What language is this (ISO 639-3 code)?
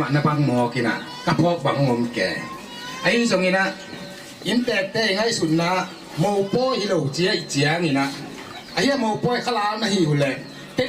ctd